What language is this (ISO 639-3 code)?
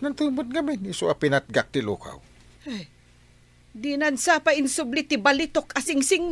ilo